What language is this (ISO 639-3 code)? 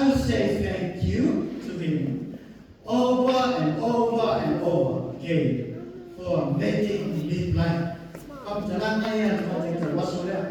smo